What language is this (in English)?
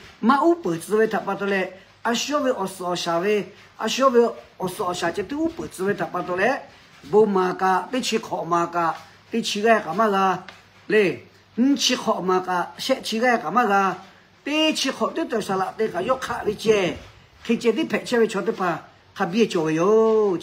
Lahu